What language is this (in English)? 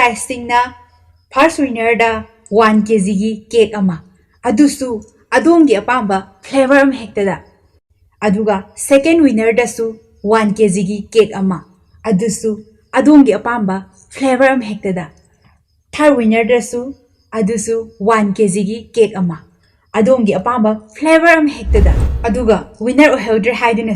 Manipuri